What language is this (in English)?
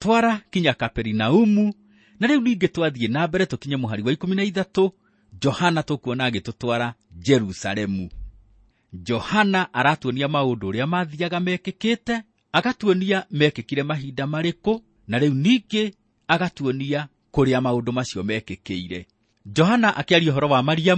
Kikuyu